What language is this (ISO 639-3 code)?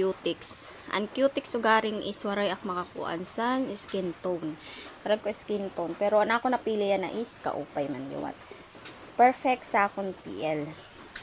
war